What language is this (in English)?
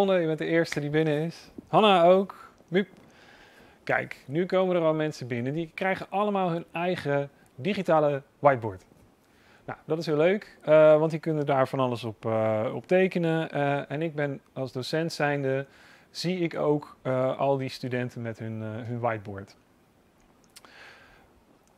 Dutch